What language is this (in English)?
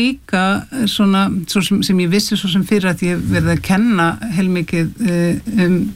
Icelandic